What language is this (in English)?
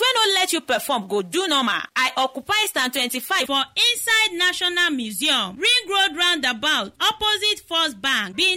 Nigerian Pidgin